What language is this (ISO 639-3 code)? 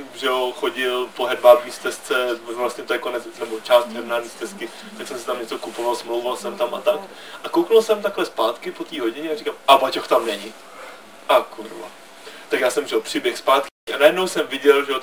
ces